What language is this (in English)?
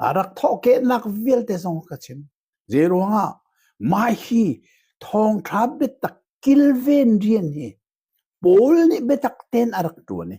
Hakha Chin